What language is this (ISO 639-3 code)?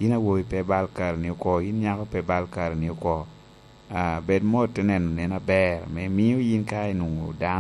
laj